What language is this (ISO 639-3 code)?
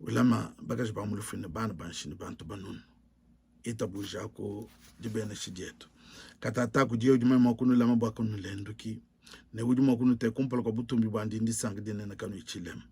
lua